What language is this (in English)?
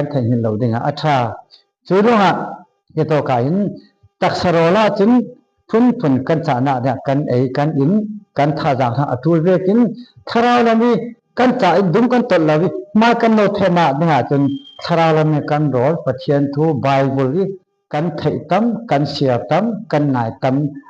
Falam Chin